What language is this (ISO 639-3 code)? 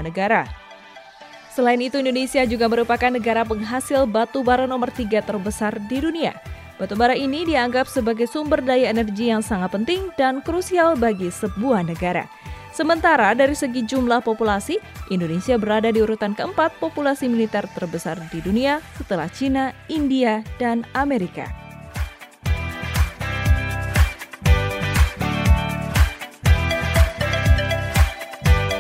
ind